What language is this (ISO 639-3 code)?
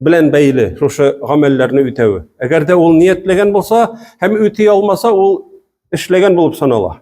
tat